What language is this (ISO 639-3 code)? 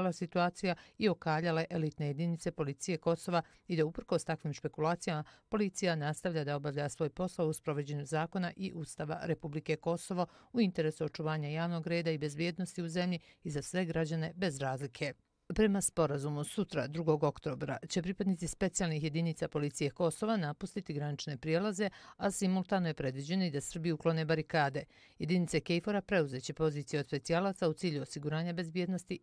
bos